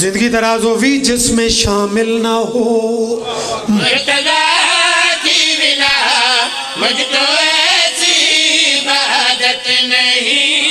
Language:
Pahari-Potwari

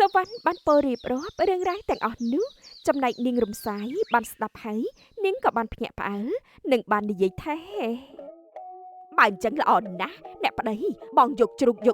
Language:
Khmer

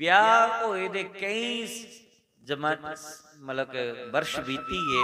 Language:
Dogri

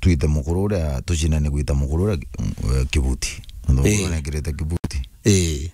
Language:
Meru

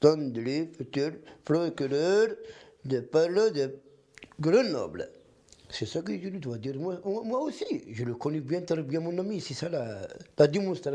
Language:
Kabyle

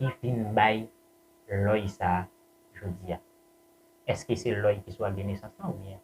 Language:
Haitian Creole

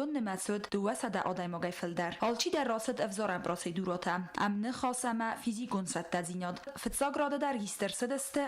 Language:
Ossetic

